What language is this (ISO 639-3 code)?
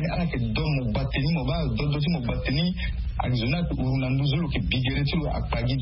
sag